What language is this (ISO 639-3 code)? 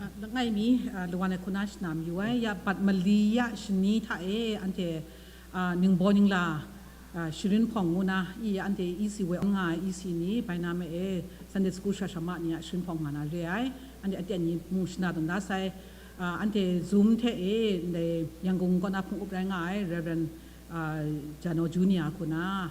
kac